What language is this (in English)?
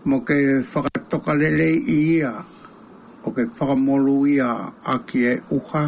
Tongan